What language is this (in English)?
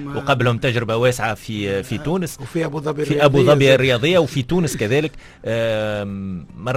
Tunisian Arabic